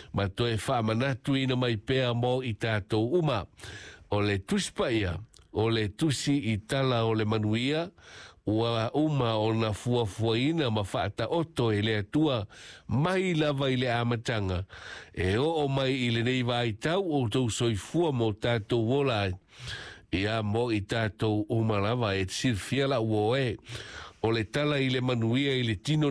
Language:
Samoan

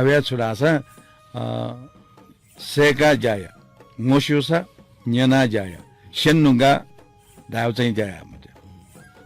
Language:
Newari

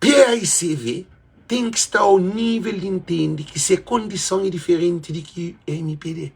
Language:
Kabuverdianu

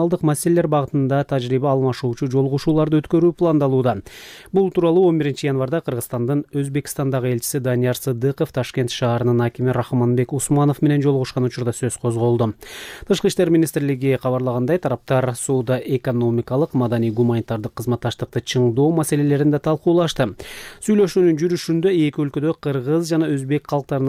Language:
Kyrgyz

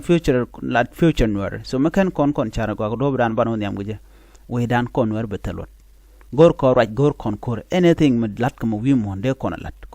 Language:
Nuer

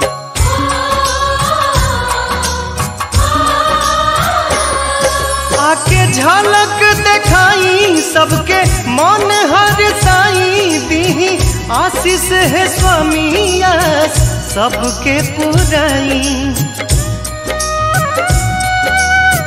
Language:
Bhojpuri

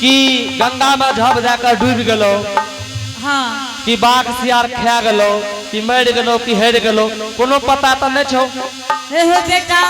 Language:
Angika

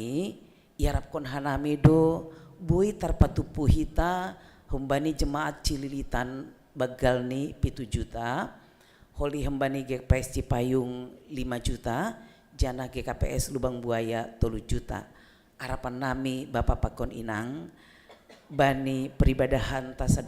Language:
Batak Simalungun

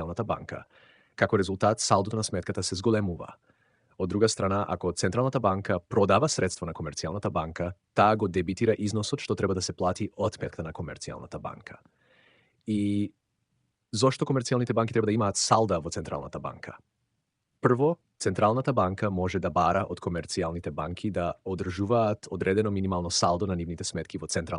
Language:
Macedonian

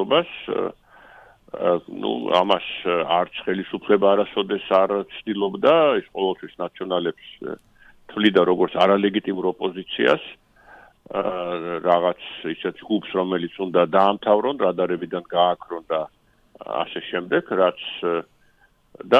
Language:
Georgian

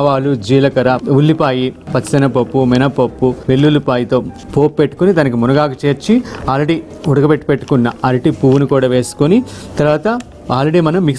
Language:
Telugu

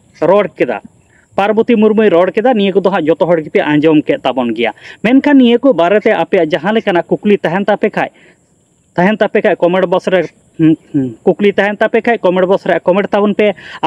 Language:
Santali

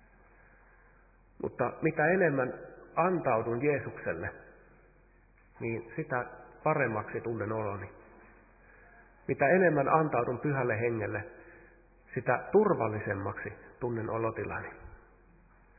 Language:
Finnish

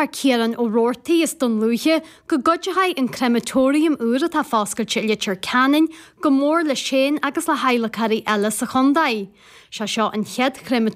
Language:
Irish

